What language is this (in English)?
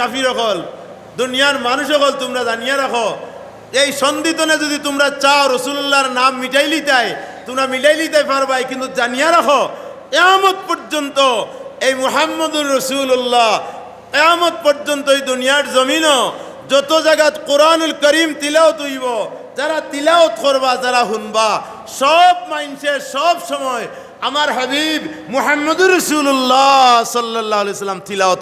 Sylheti